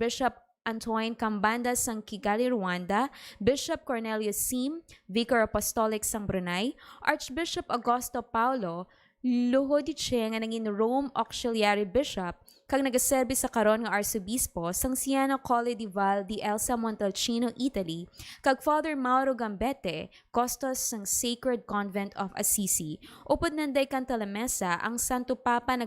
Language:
Hiligaynon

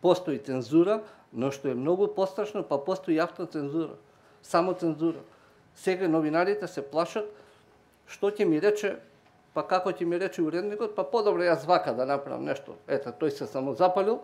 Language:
Macedonian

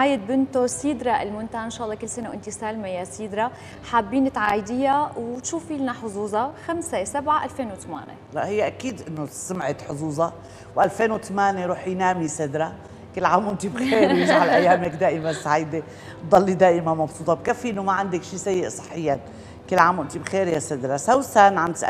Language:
North Levantine Arabic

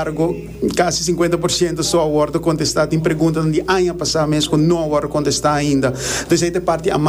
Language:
Papiamento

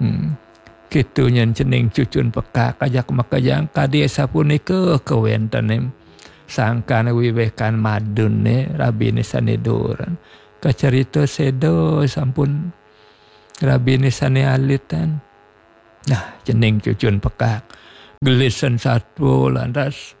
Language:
Balinese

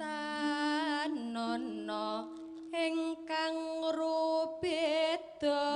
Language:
Javanese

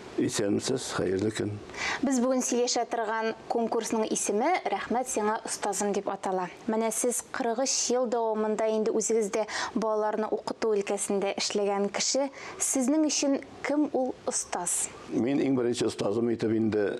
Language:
Tatar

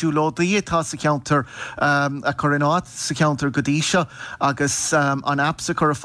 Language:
Irish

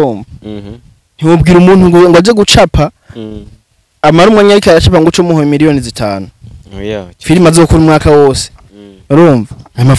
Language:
Rundi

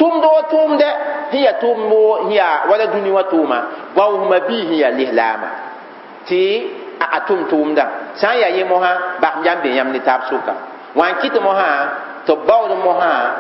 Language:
Mossi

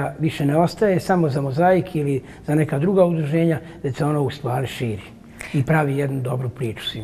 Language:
Bosnian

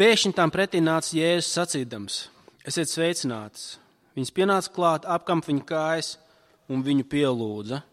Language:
Latvian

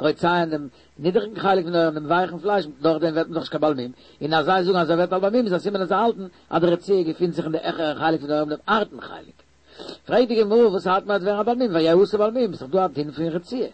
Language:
Yiddish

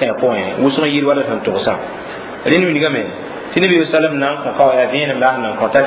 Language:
Mossi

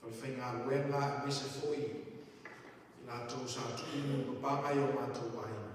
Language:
Samoan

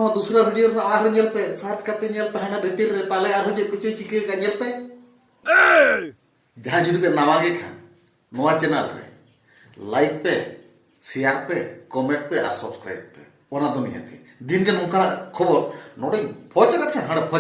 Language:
Santali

